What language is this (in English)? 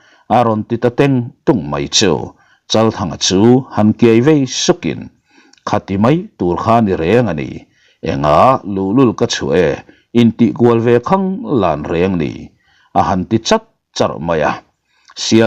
Mizo